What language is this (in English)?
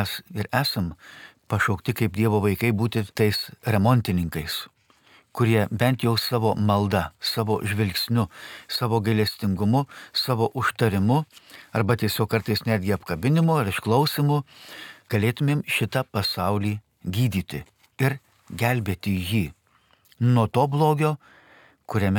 Lithuanian